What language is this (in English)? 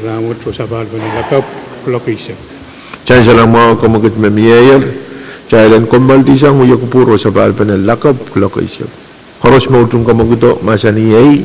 Pohnpeian